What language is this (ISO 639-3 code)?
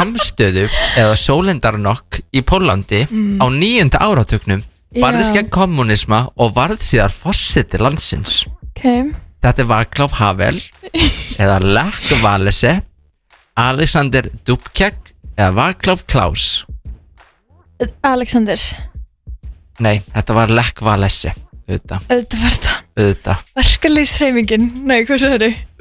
isl